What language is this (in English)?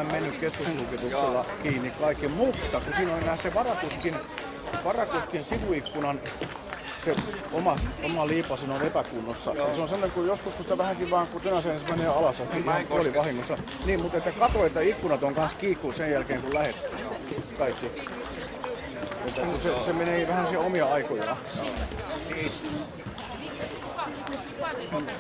Finnish